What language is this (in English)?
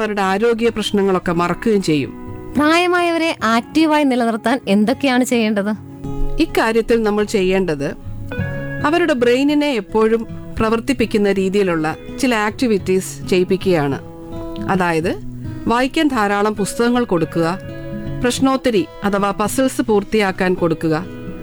Malayalam